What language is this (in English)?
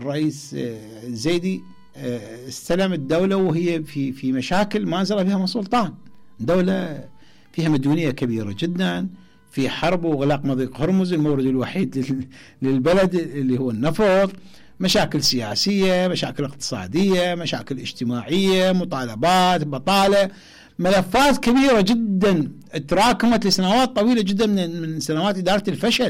Mesopotamian Arabic